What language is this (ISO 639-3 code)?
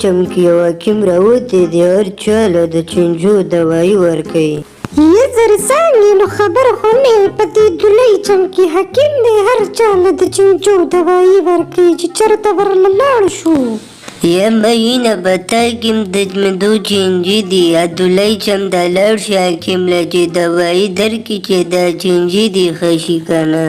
pus